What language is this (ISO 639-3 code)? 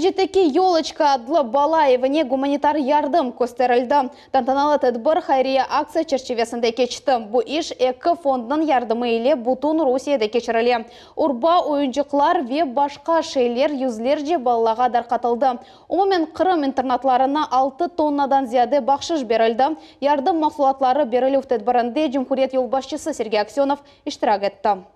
crh